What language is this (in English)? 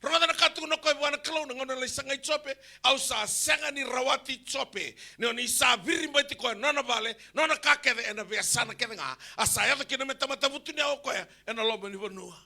Fijian